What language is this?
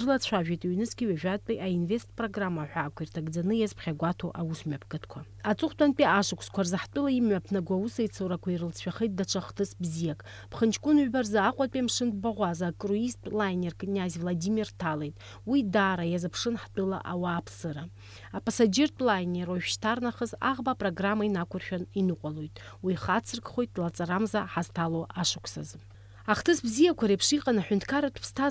Abkhazian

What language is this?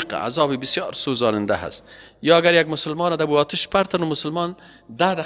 Persian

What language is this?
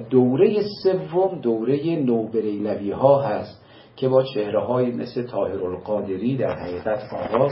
Persian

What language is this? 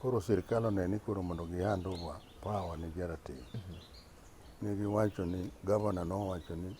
Luo (Kenya and Tanzania)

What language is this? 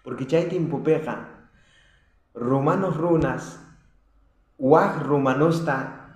South Bolivian Quechua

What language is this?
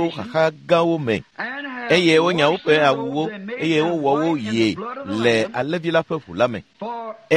Ewe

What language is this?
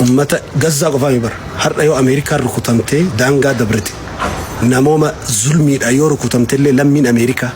Oromo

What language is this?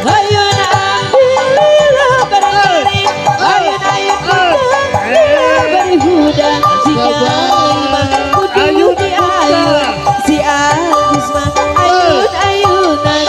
Sundanese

